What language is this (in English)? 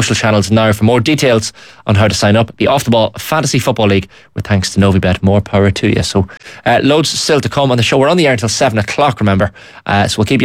English